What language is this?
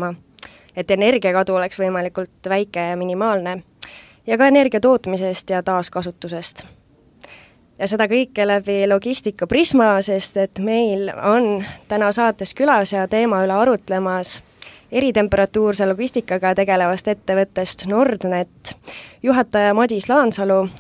Estonian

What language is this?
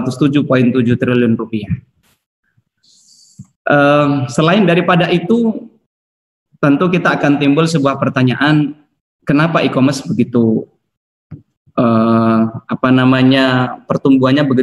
Indonesian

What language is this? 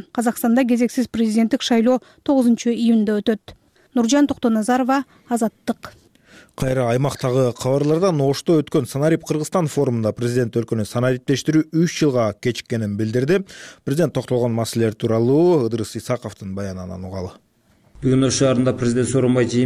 Kyrgyz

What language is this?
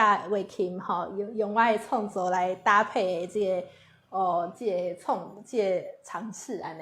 Min Nan Chinese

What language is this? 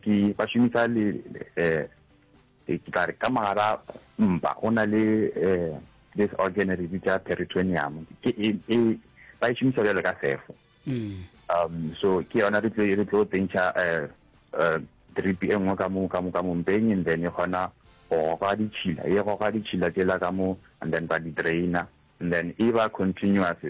Northern Sotho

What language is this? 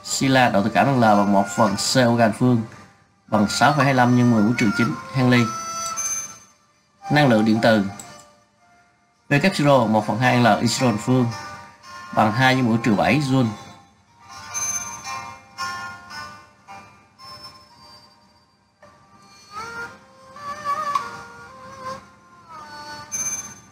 Vietnamese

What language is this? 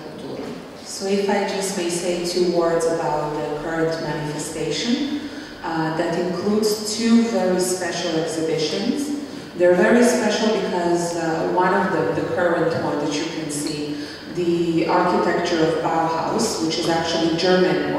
Serbian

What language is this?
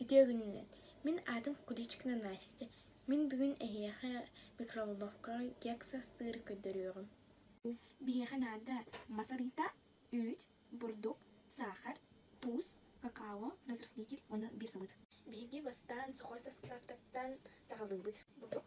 Yakut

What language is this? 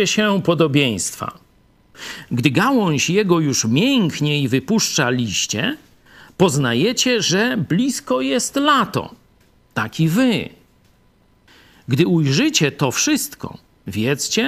Polish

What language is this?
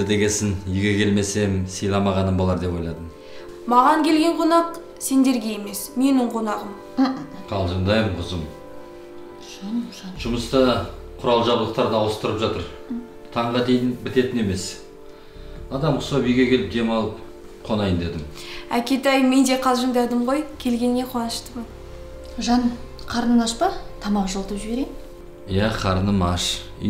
Kazakh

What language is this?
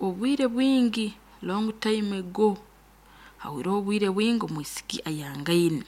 Nyankole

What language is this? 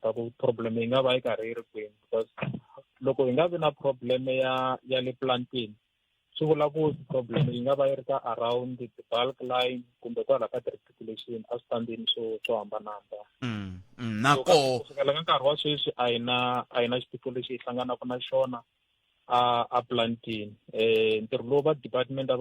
Tsonga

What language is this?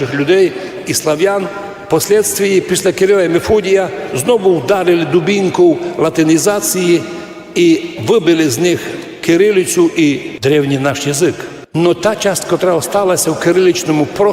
Rusyn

